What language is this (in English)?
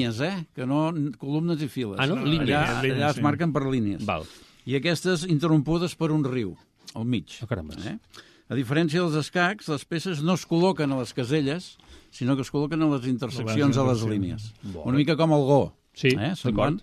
Catalan